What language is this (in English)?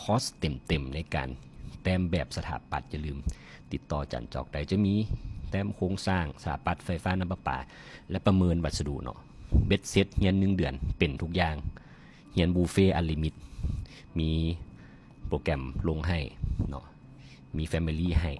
Lao